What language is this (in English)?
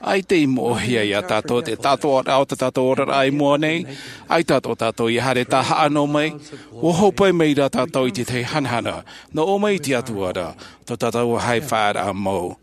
Tahitian